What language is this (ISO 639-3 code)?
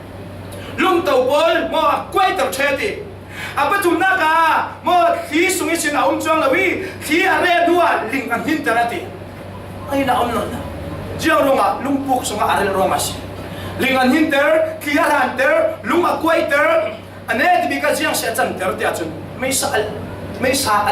cfm